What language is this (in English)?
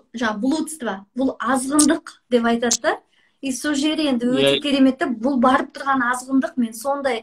Kazakh